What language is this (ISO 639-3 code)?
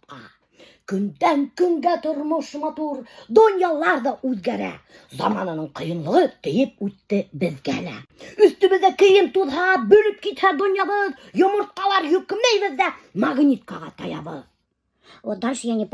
bak